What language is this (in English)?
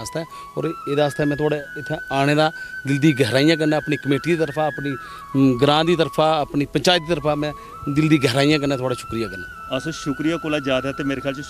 Dogri